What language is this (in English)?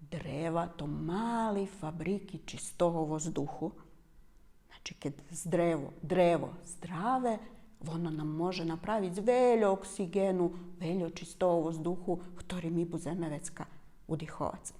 Rusyn